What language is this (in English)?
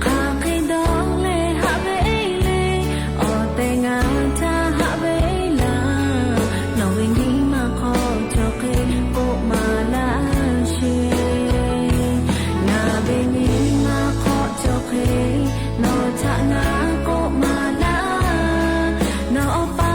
Lahu